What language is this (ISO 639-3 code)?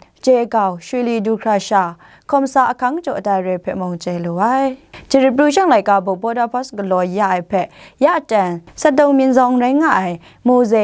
kac